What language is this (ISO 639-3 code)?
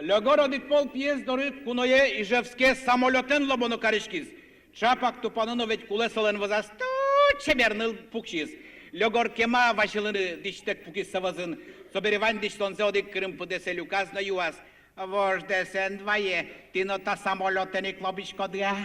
udm